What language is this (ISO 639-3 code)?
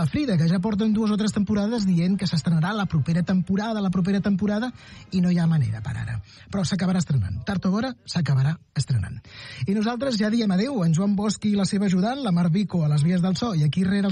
cat